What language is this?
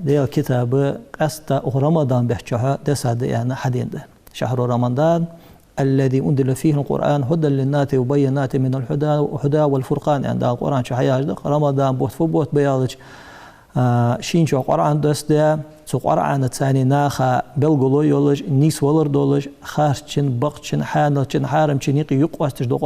Ingush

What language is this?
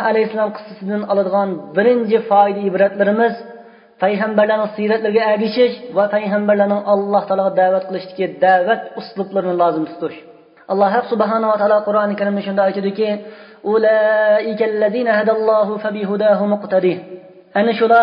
Uyghur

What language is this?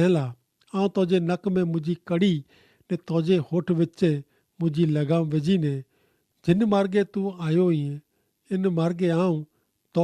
Kachhi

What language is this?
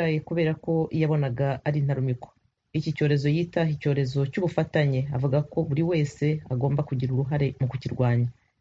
Kinyarwanda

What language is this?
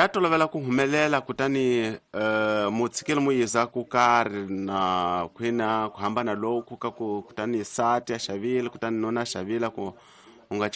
Tsonga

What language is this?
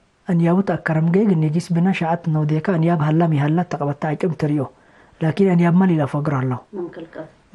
Tigre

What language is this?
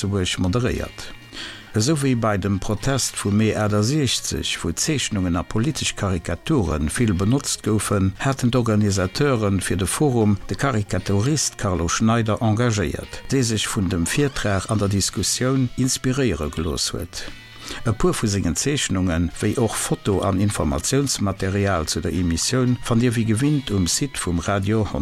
Luxembourgish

